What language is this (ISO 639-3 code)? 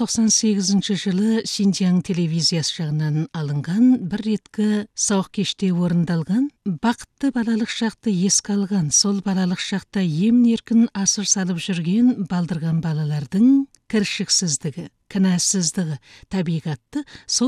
kaz